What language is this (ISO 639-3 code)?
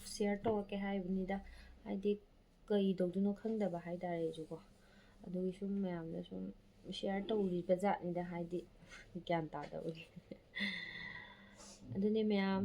mni